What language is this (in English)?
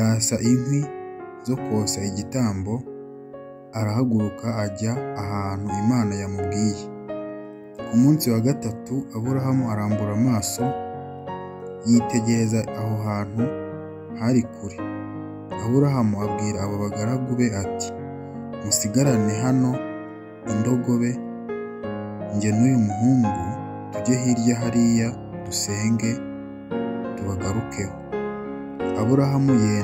Kinyarwanda